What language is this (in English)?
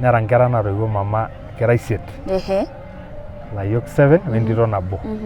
Masai